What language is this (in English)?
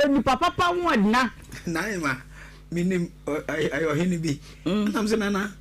Akan